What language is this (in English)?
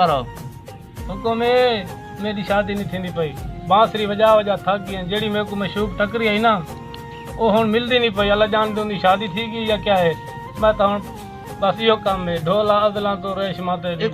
Saraiki